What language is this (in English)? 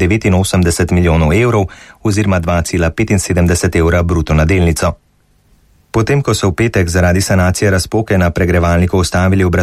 Slovenian